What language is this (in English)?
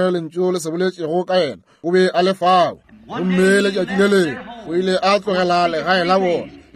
Northern Sotho